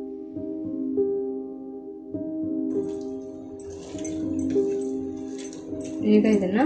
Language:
Kannada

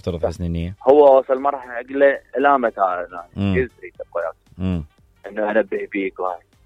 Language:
Mesopotamian Arabic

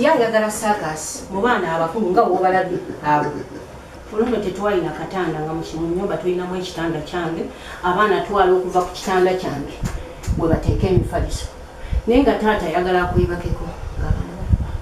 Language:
Ganda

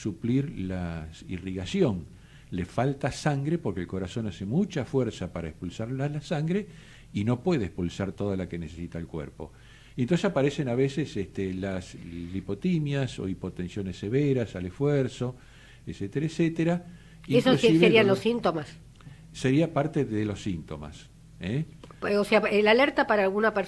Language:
Spanish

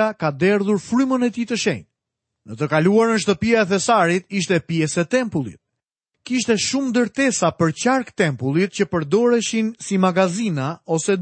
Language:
Albanian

